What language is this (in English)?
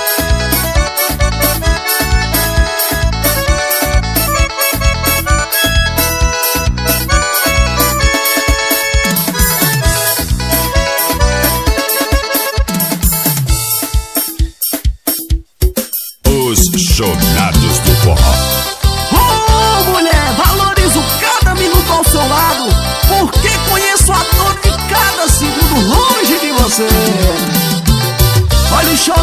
Portuguese